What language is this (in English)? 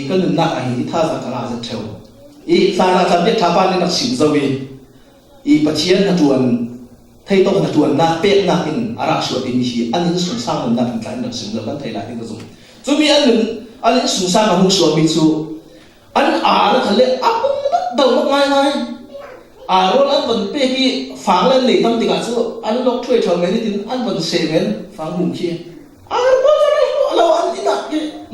Falam Chin